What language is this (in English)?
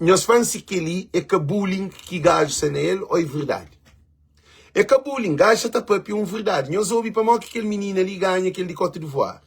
Kabuverdianu